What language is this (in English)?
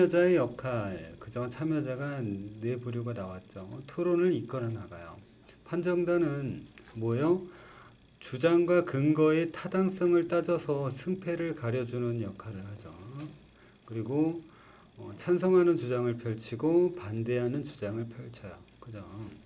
Korean